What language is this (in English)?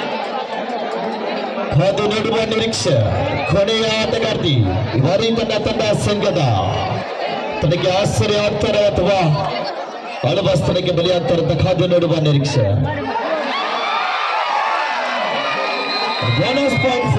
Kannada